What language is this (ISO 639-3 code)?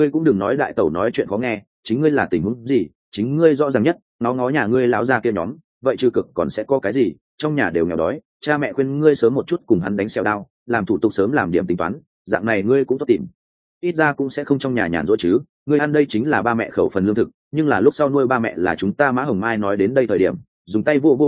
vie